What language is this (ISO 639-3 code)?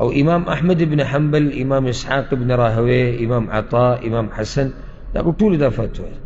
pus